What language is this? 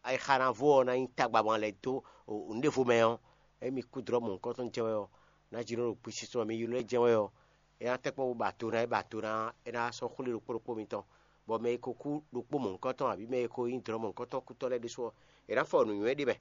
Fon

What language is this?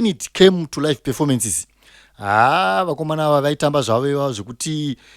Shona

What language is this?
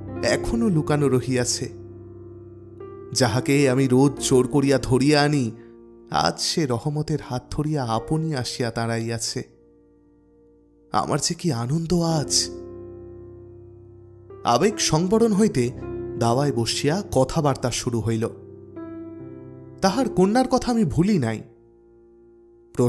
Bangla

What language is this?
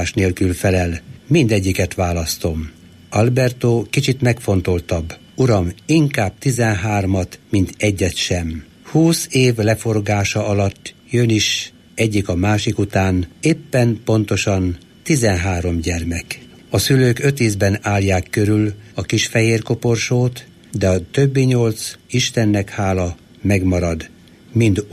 Hungarian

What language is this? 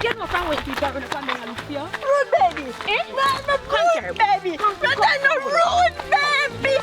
Jamaican Creole English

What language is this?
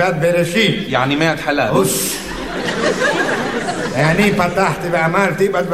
Hebrew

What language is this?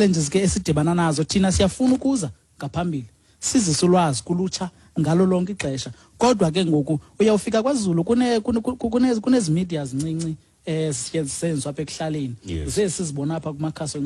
Xhosa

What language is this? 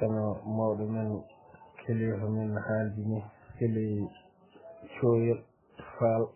Fula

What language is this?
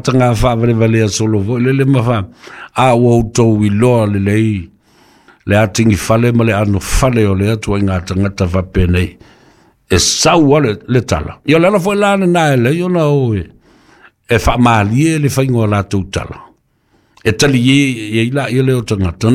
Samoan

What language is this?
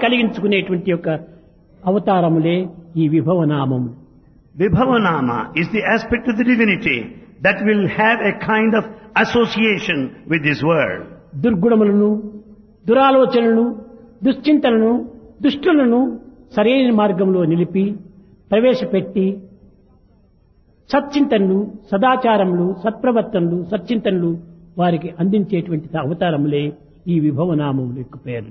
Telugu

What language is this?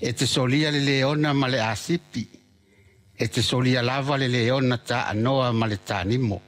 Samoan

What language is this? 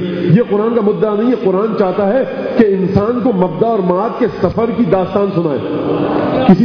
Urdu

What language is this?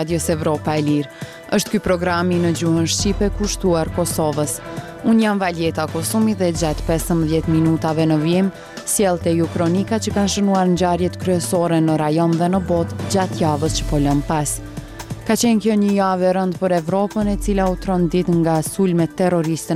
Albanian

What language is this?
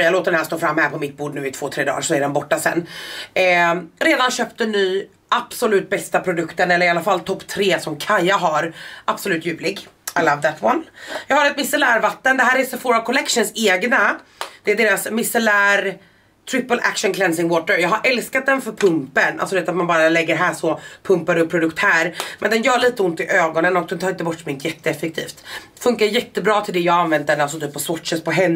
Swedish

